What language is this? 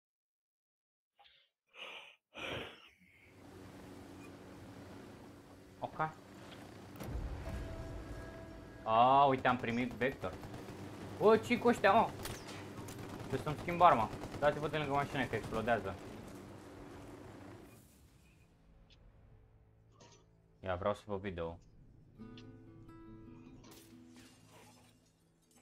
Romanian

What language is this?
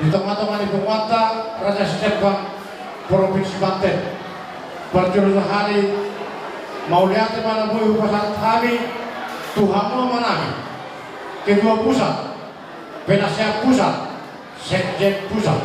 Batak Toba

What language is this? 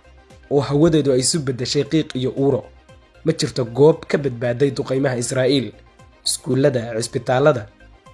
Somali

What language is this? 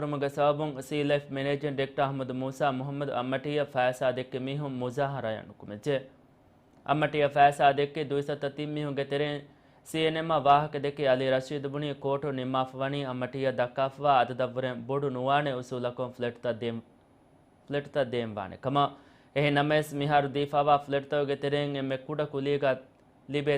Divehi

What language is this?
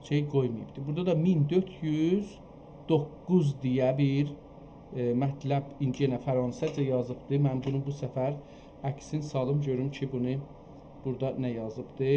South Azerbaijani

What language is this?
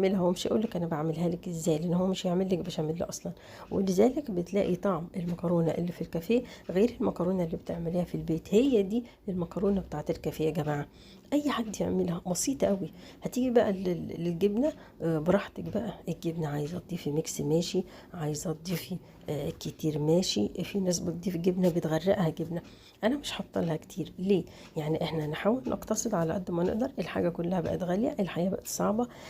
Egyptian Arabic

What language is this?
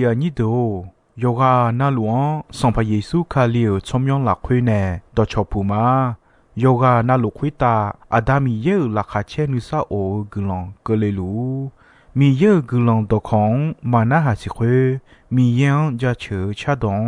Akha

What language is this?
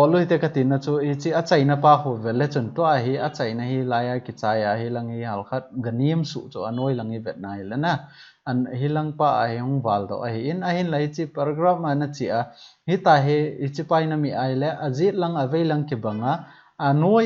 Thado Chin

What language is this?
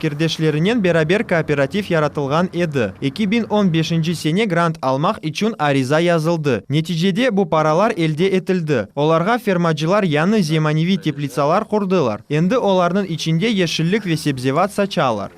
Crimean Tatar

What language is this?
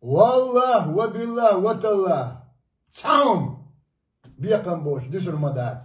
Chechen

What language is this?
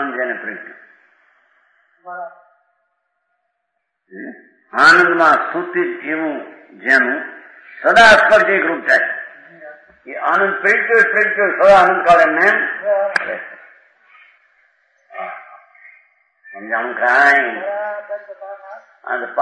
Gujarati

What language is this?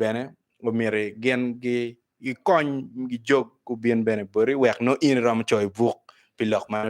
Acoli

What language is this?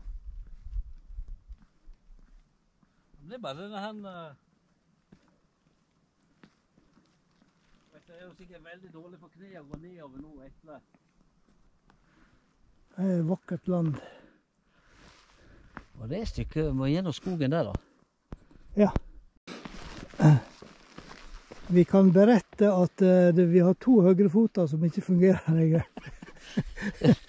Norwegian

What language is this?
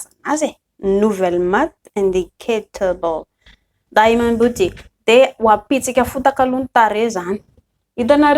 Malagasy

